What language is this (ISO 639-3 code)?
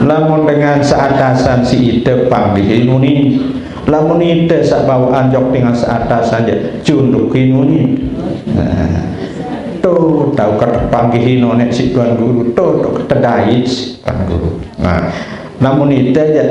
sas